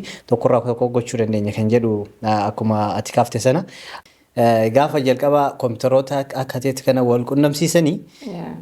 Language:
Oromo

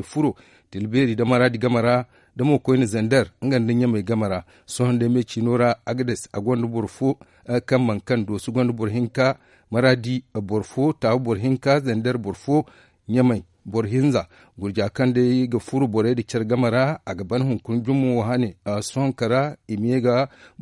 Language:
Zarma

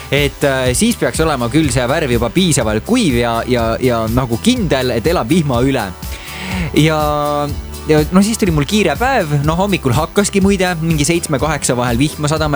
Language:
Estonian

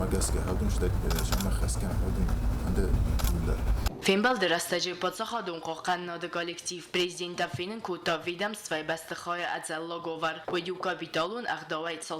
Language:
Ossetic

